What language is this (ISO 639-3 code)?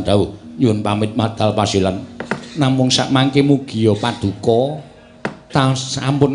jav